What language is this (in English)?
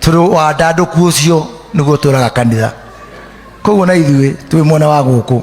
Kikuyu